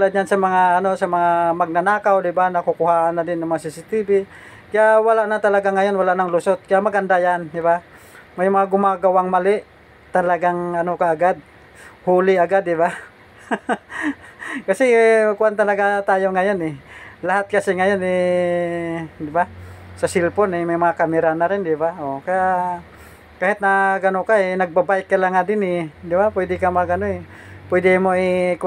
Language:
Filipino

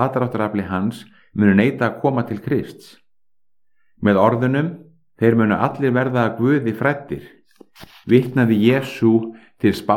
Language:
Icelandic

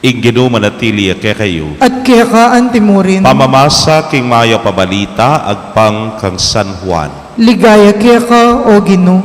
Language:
Pampanga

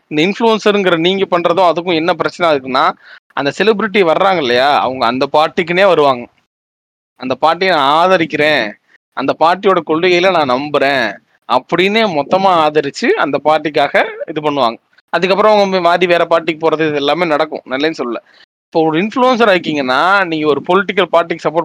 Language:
Tamil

